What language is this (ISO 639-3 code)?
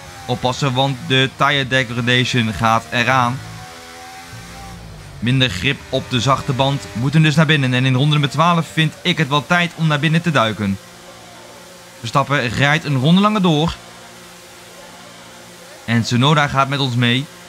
nld